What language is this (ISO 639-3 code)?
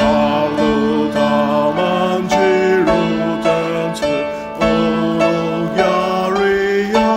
njo